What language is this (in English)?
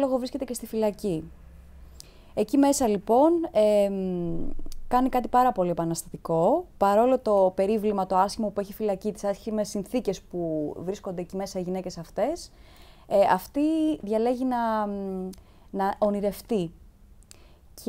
Greek